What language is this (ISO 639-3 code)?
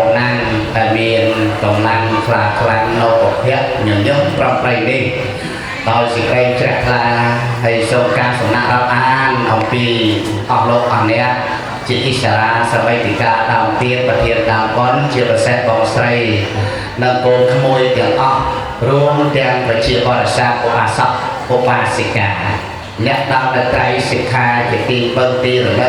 khm